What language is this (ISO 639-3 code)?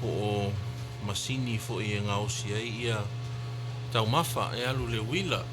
smo